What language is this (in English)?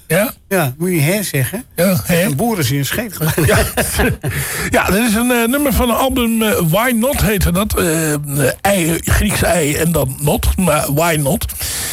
Dutch